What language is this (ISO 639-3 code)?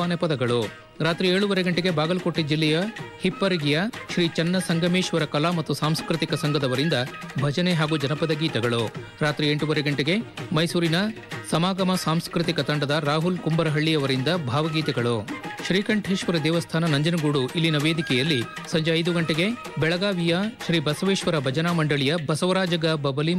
kan